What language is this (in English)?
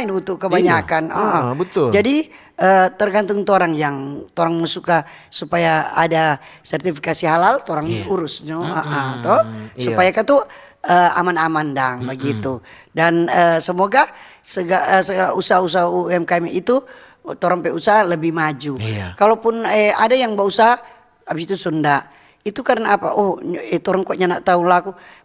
Manado Malay